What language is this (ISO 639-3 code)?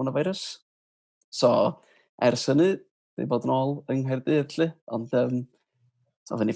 cym